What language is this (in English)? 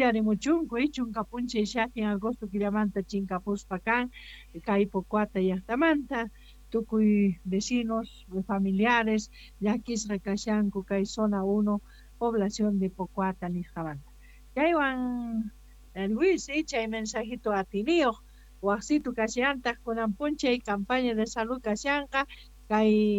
Quechua